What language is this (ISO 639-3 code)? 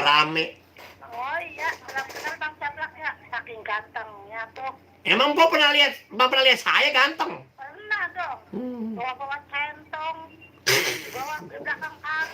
bew